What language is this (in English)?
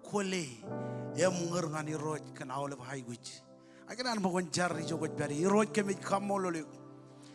Marshallese